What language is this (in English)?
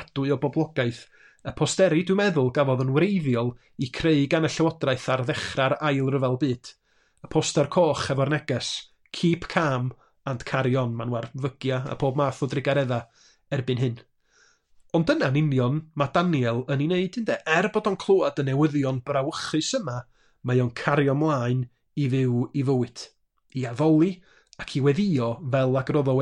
Welsh